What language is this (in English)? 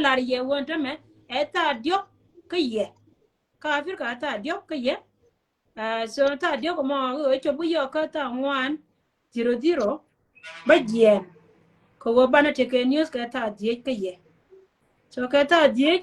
Nuer